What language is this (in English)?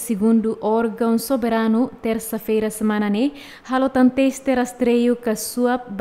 Tetum